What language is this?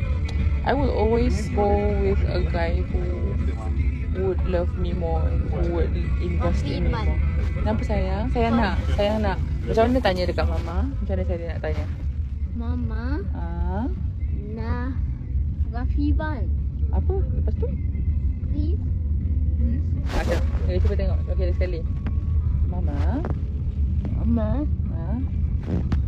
Malay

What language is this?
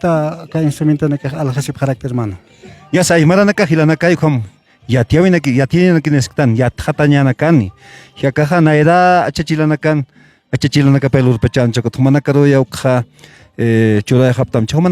Aymara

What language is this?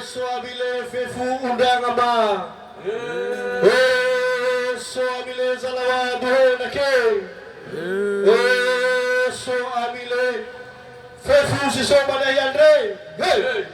Nias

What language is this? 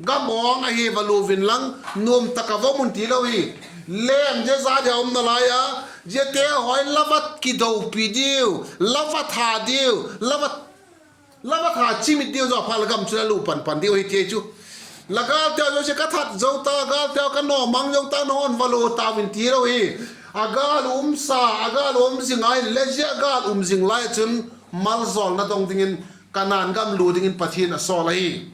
Vaiphei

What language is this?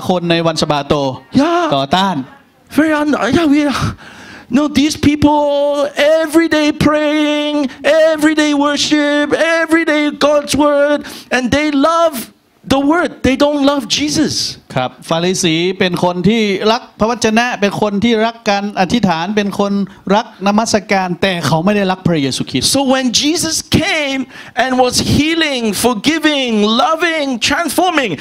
Thai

